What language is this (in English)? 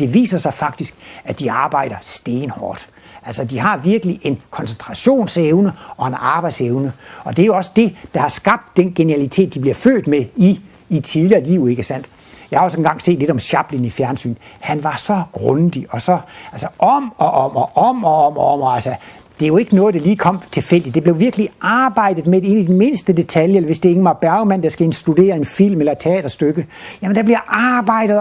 Danish